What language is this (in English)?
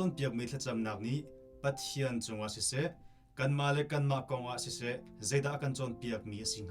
Hakha Chin